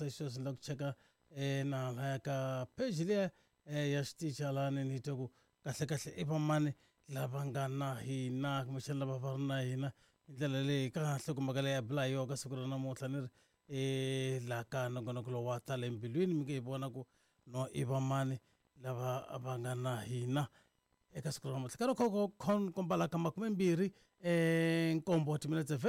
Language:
Tsonga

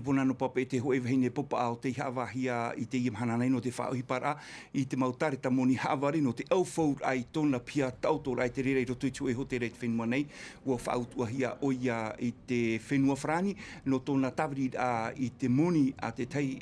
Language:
Tahitian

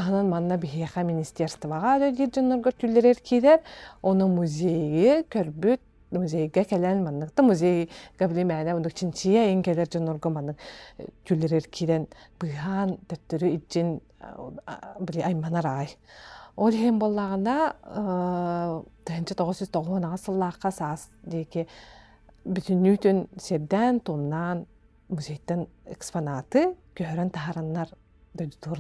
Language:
Yakut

